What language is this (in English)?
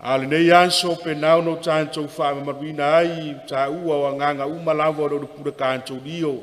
Samoan